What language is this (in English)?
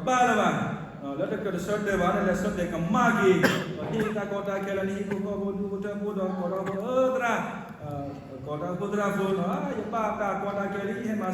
S'gaw Karen